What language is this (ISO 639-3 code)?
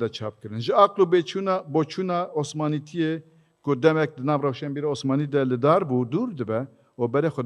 kur